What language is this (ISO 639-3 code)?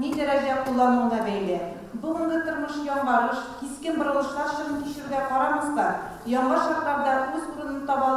tat